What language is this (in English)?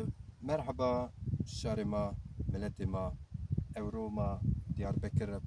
Zaza